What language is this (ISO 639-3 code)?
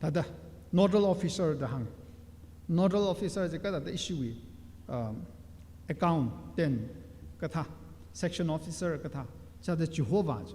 nmf